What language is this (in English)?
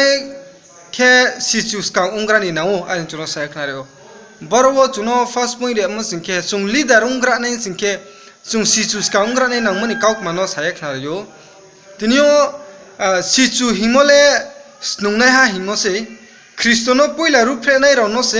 Riang (India)